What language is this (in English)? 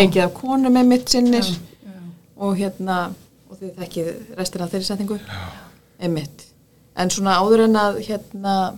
Icelandic